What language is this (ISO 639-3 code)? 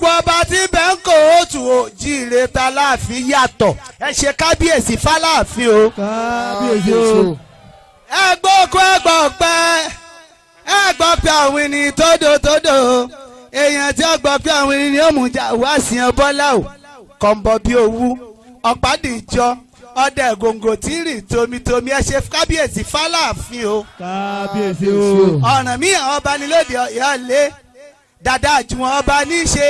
yor